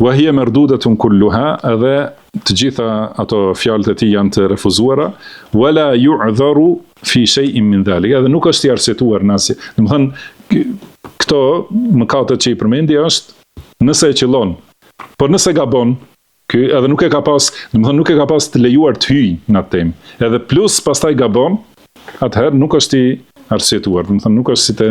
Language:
Albanian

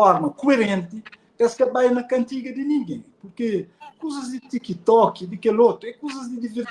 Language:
Kabuverdianu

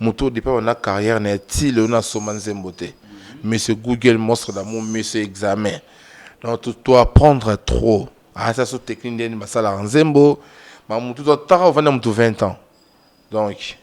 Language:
Lingala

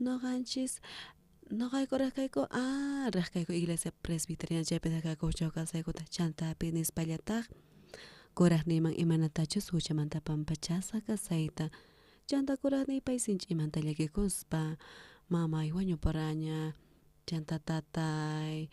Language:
South Bolivian Quechua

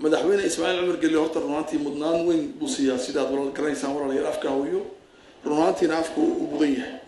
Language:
Somali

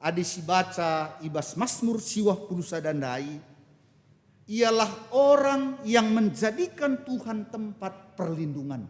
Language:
Batak Karo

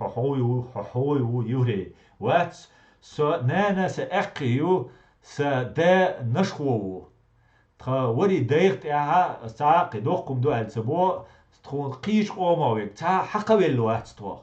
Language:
Chechen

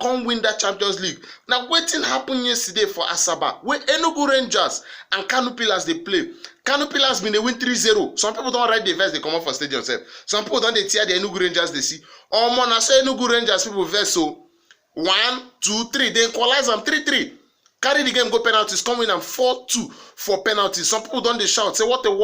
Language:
Nigerian Pidgin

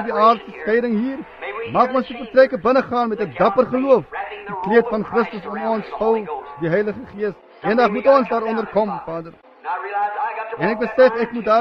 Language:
Afrikaans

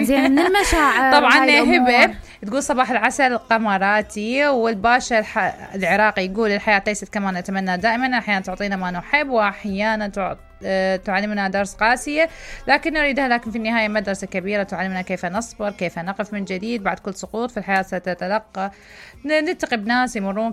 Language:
Mesopotamian Arabic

